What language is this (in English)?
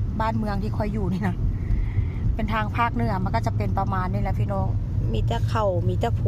Northeastern Thai